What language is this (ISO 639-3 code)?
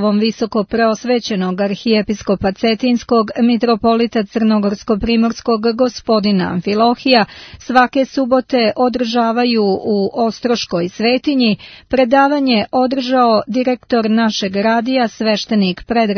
srp